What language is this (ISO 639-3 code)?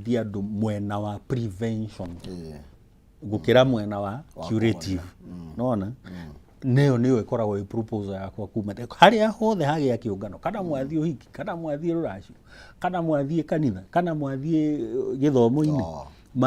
kik